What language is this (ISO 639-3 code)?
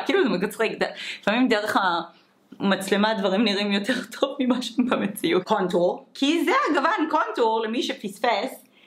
heb